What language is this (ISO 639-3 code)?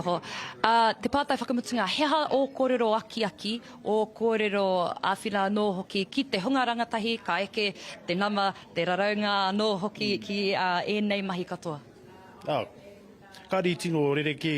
mri